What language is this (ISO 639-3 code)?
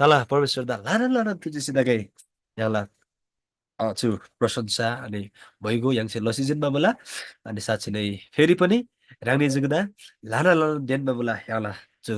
taj